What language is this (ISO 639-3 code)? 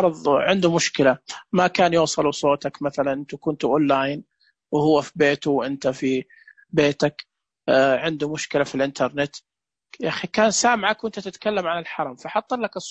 ars